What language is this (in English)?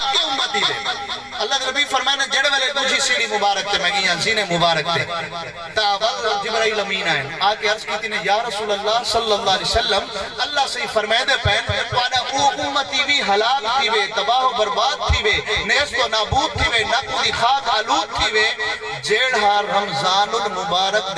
Saraiki